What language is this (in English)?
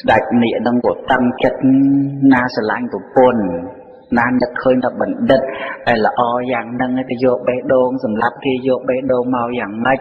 Khmer